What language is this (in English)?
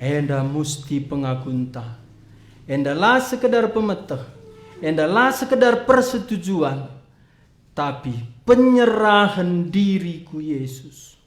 Batak Karo